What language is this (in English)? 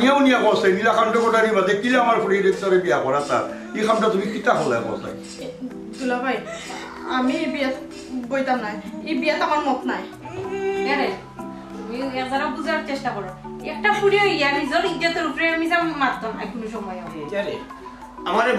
Sylheti